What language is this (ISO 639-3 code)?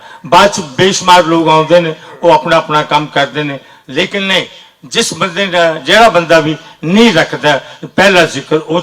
lah